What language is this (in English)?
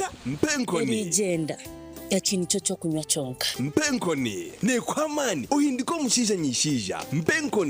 Nyankole